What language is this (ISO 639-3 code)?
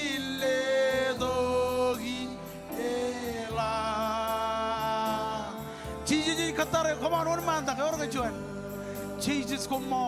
mah